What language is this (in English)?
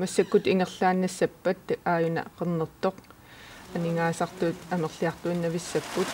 Kalaallisut